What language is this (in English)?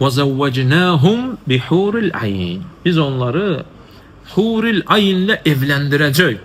Azerbaijani